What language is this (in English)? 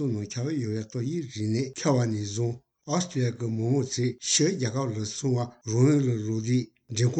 Tibetan